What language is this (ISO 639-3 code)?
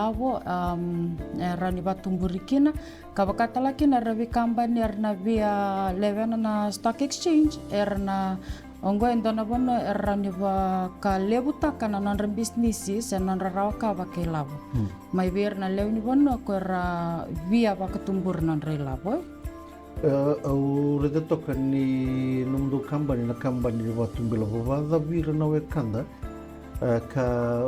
fij